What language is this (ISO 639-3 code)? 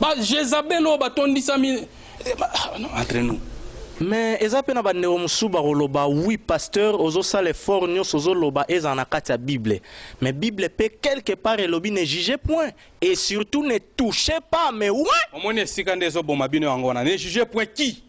lin